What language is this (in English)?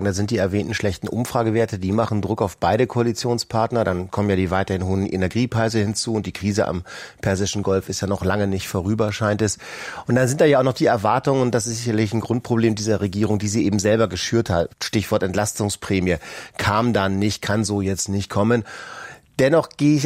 German